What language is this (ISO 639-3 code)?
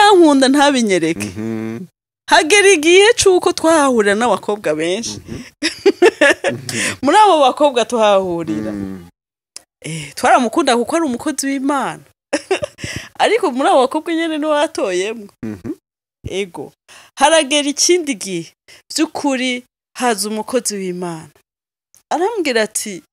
run